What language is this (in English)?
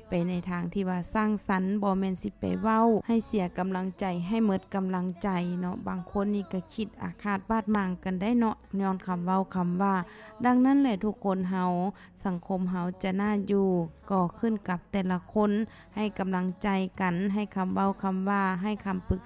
Lao